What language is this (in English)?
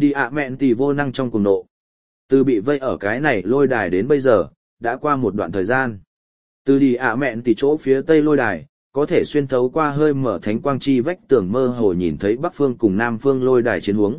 Vietnamese